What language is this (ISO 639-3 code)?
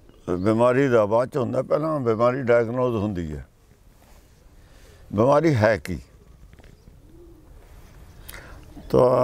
pan